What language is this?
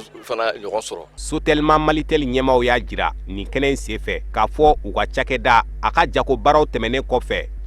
Bambara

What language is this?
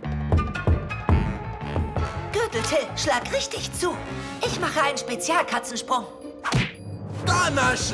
German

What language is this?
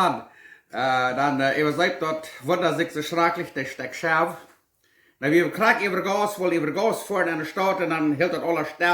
Plautdietsch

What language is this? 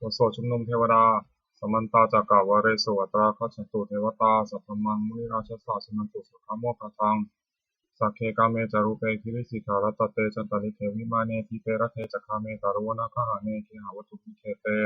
Pali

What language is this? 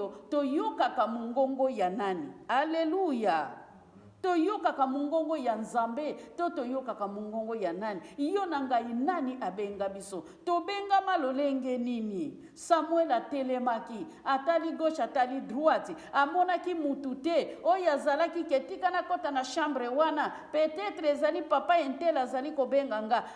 Lingala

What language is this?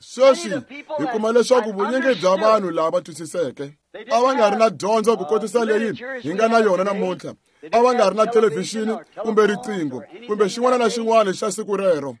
Tsonga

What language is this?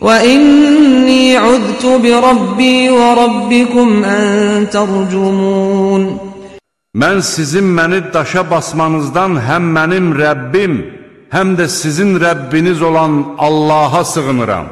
Azerbaijani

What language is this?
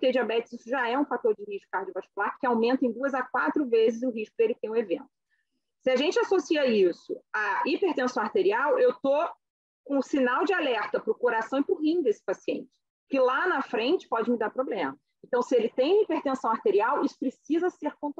Portuguese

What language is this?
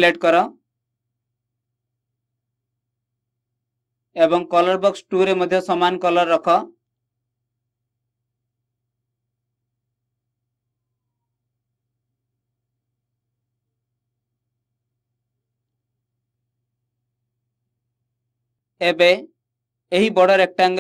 Odia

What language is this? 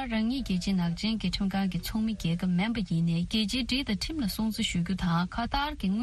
Tibetan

